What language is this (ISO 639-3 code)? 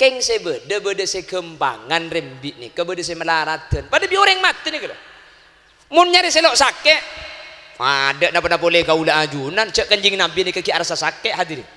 mad